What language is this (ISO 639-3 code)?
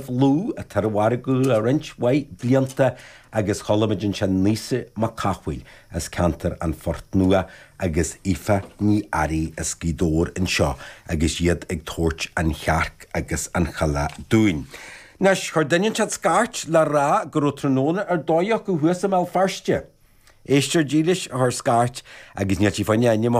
gle